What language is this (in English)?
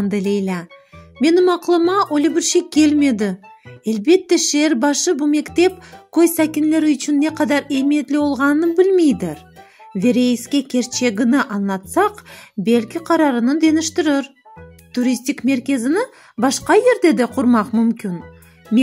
Crimean Tatar